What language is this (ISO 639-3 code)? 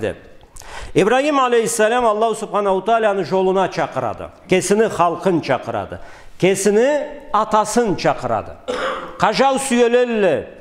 krc